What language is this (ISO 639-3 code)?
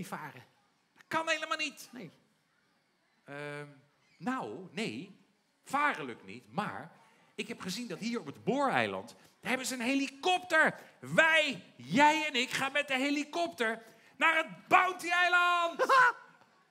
nld